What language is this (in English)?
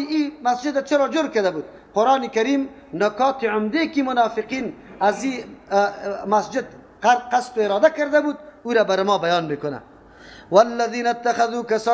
Persian